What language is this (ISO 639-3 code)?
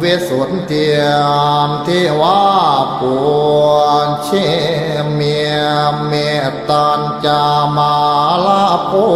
pli